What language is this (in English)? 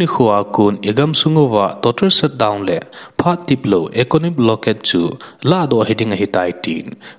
Thado Chin